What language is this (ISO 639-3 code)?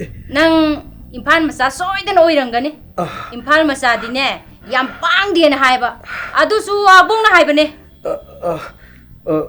mni